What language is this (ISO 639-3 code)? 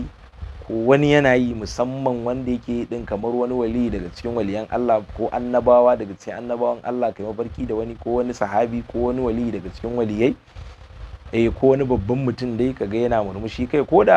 hau